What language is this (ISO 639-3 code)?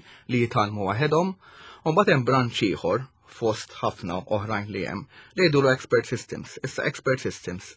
mlt